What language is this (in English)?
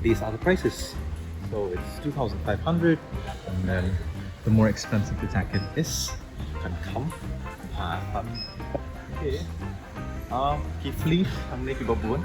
Khasi